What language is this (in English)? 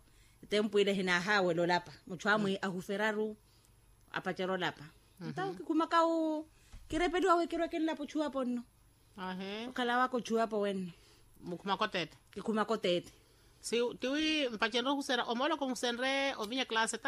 Makhuwa